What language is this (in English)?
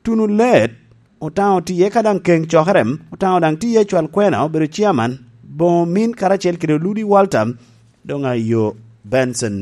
Lango (Uganda)